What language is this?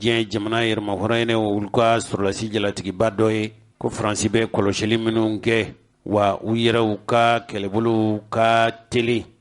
Bambara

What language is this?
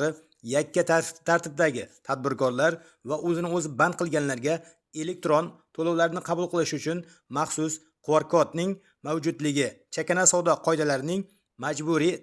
Uzbek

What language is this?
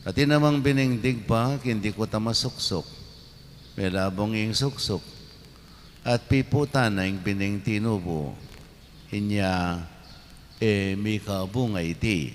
Pampanga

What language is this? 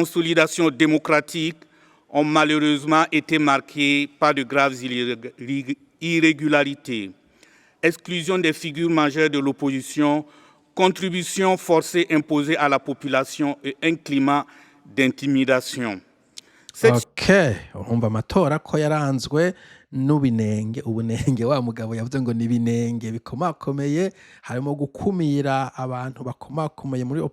Rundi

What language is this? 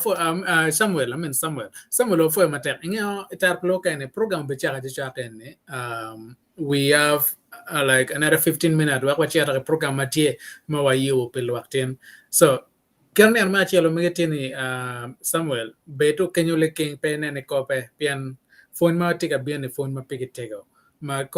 Acoli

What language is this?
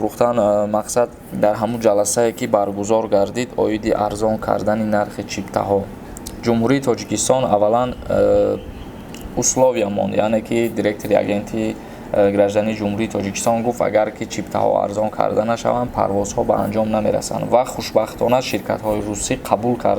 Tajik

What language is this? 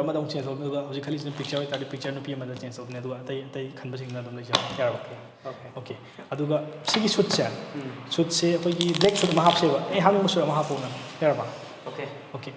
Manipuri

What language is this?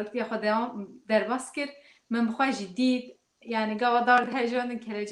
Kurdish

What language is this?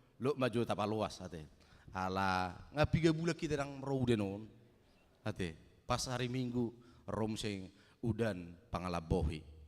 Batak Toba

